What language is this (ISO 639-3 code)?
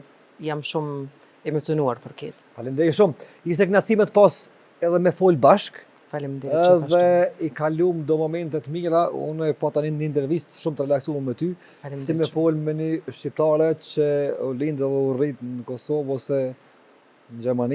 sqi